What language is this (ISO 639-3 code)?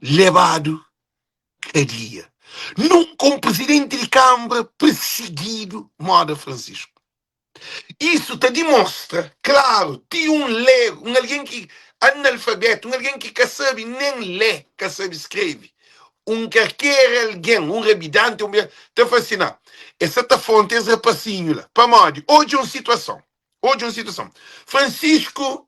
kea